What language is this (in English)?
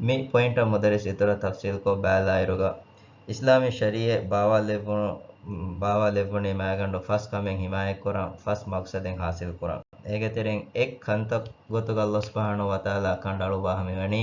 Divehi